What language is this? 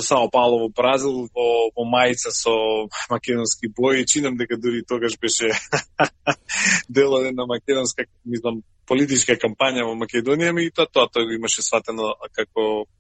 Macedonian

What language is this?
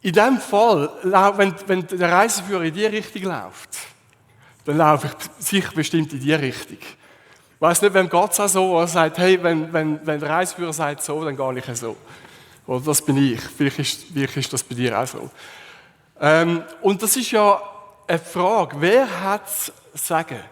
Swiss German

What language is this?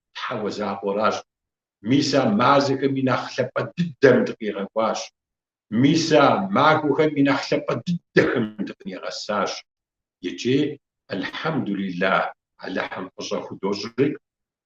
Kabardian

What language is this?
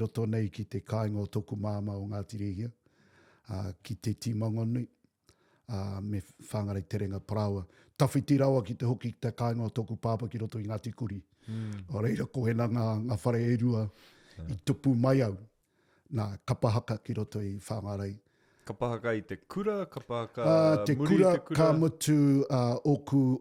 Māori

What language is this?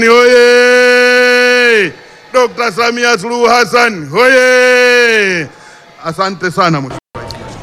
Swahili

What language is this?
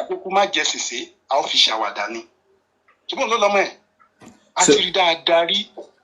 Yoruba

